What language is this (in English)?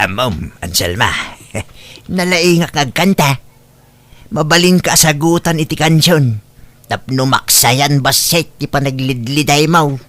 Iloko